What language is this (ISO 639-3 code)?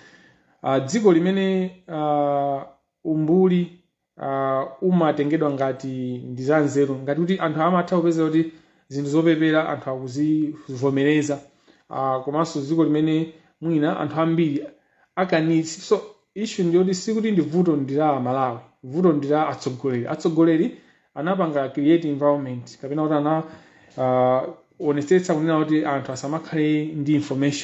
nya